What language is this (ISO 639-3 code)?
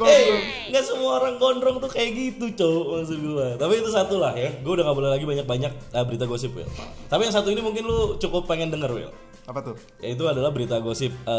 ind